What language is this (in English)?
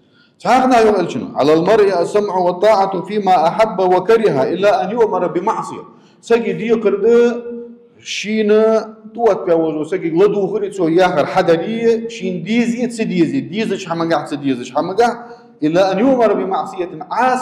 Ingush